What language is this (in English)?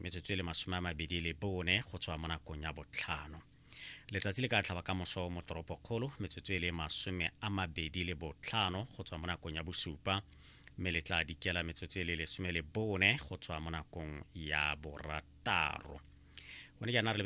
Tswana